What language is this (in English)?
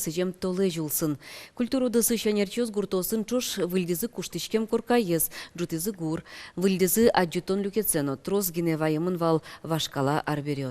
Udmurt